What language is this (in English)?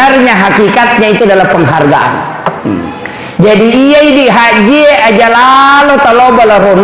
Buginese